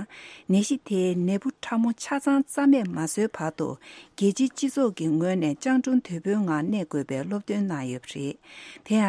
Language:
Tibetan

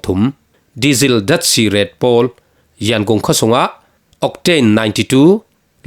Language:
Falam Chin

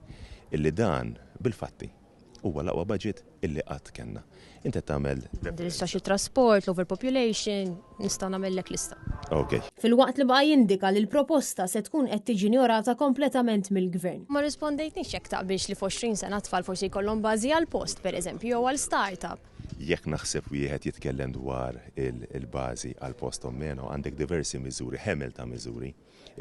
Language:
Maltese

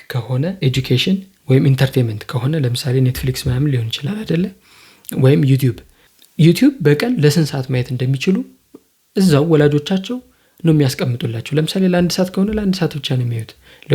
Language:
Amharic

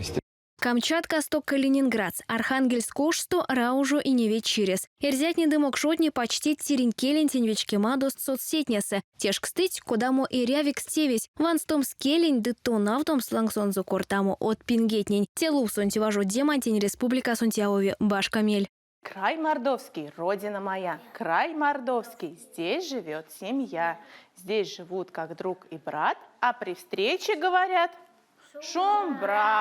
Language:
Erzya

